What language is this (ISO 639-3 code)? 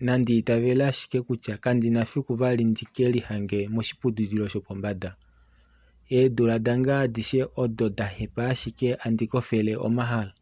kua